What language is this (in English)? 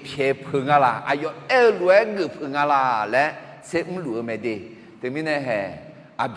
Akha